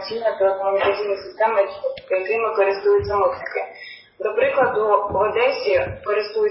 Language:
Ukrainian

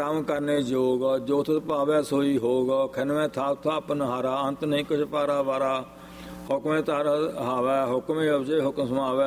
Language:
Punjabi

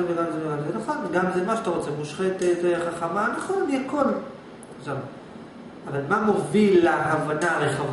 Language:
Hebrew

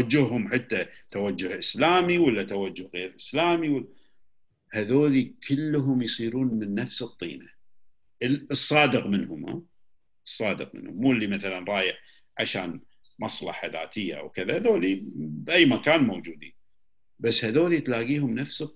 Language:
Gulf Arabic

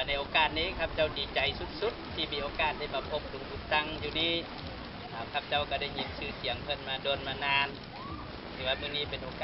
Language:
Lao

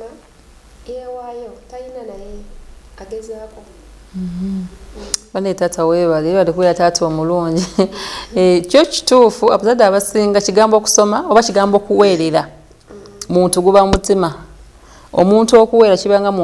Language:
Ganda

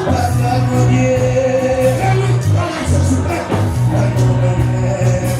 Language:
Haitian Creole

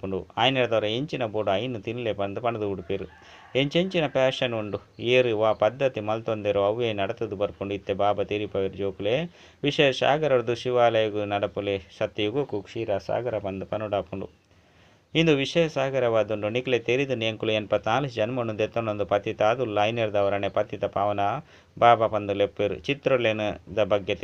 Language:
Tulu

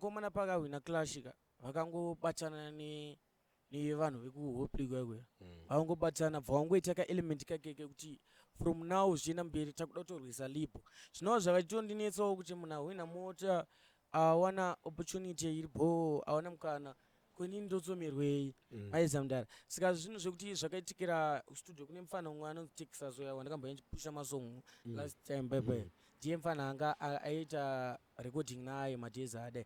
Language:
Shona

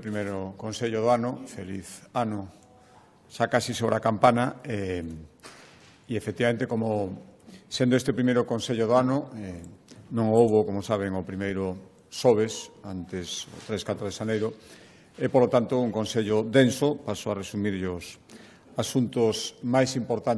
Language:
Galician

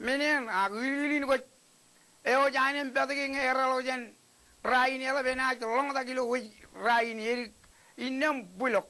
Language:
Marshallese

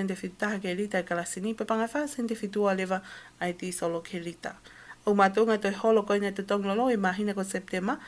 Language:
Tongan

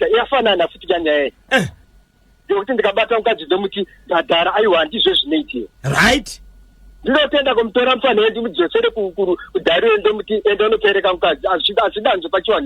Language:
Shona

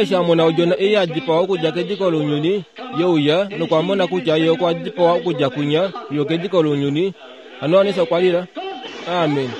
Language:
Kuanyama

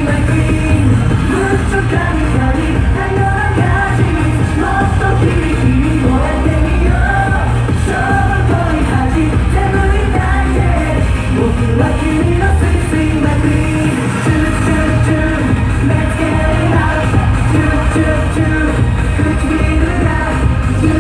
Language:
Japanese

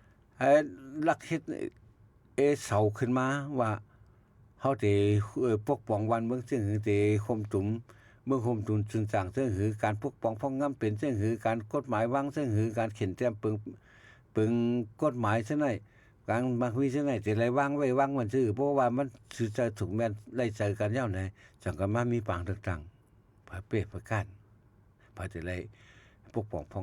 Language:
Shan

